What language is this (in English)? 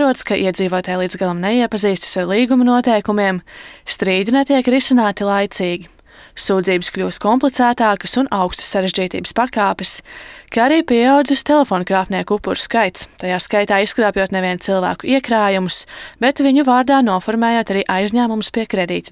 Latvian